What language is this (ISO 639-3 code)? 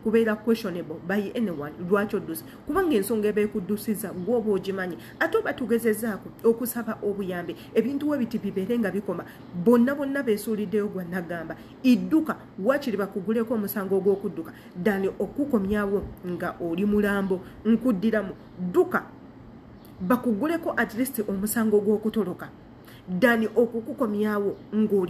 lug